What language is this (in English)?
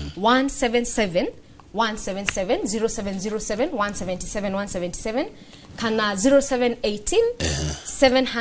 Kikuyu